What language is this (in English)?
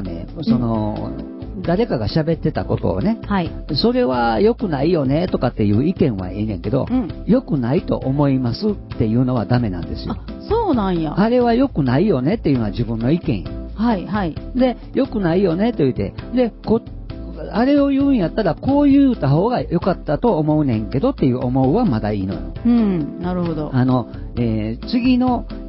Japanese